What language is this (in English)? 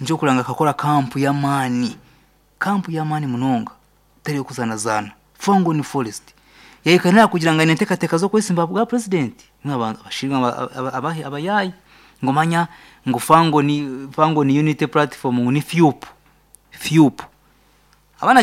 Nyankole